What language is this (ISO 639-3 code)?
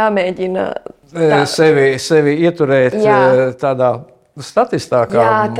lav